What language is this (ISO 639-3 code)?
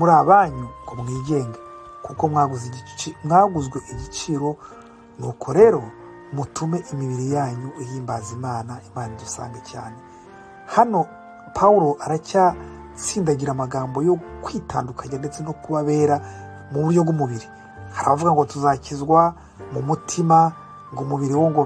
kin